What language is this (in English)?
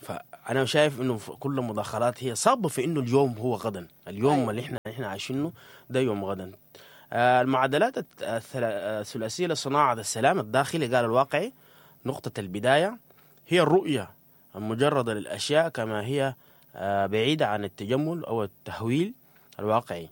Sudanese Arabic